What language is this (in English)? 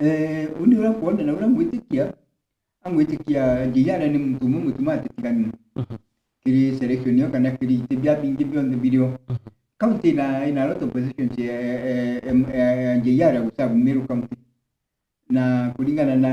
Meru